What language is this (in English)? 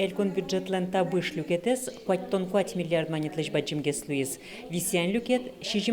Udmurt